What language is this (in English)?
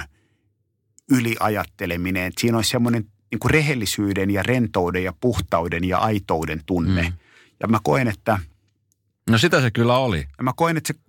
Finnish